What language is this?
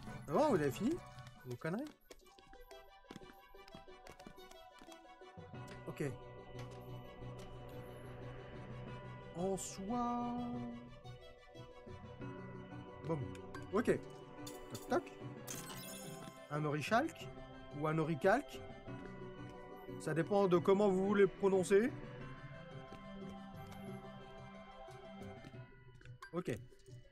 French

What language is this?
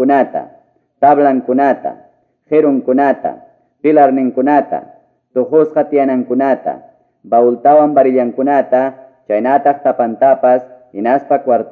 Quechua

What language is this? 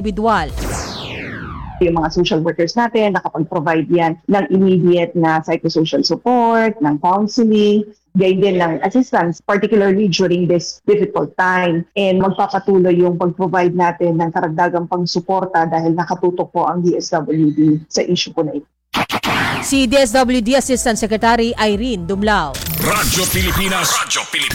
Filipino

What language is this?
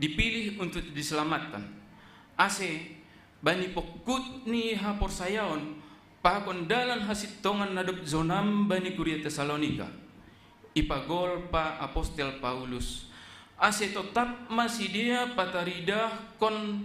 Batak Simalungun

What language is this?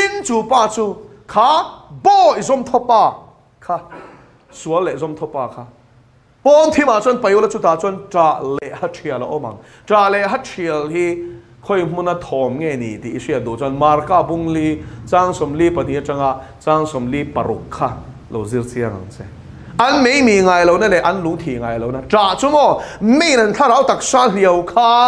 Mizo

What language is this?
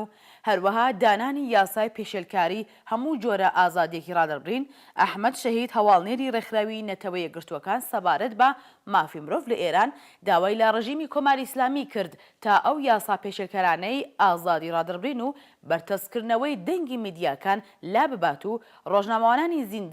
Central Kurdish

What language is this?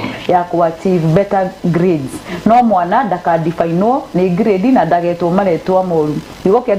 Kikuyu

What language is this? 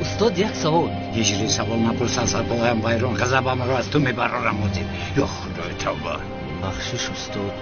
Tajik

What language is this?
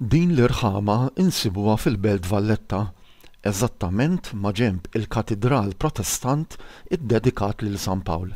Maltese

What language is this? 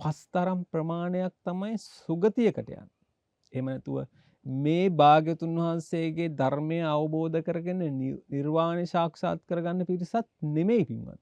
Sinhala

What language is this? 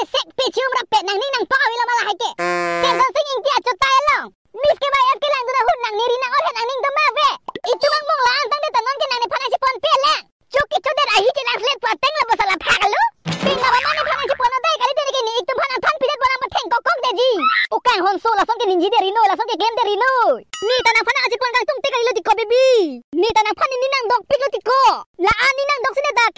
Karbi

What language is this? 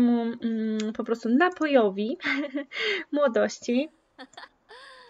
Polish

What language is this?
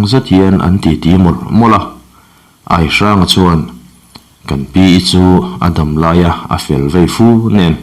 Mizo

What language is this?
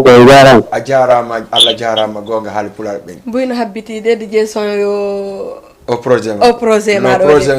Fula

